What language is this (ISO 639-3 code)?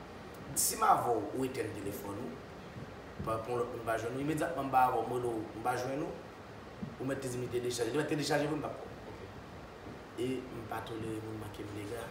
hat